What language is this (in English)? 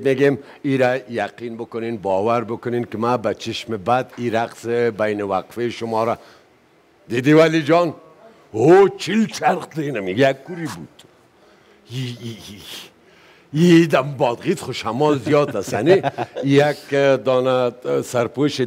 Persian